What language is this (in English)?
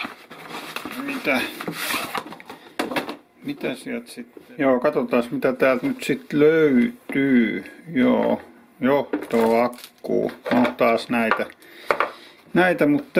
Finnish